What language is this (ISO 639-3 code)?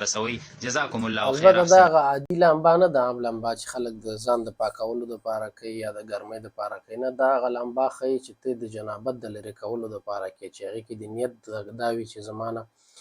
pus